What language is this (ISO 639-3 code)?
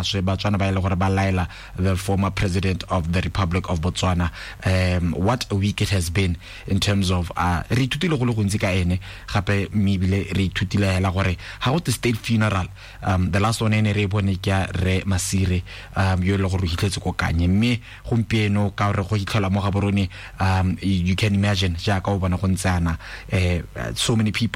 tsn